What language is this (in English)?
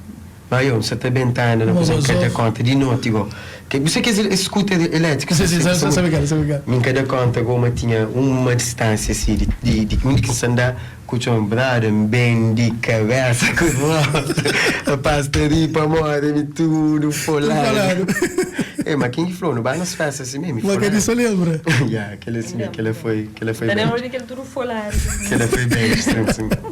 Kabuverdianu